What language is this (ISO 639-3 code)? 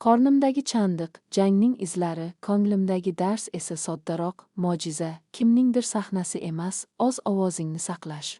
uzb